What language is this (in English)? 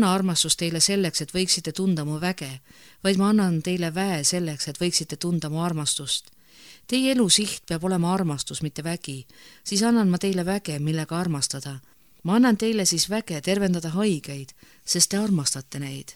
Estonian